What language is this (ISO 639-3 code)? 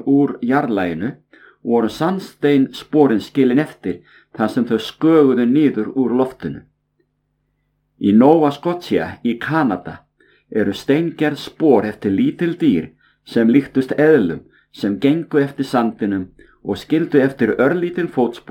isl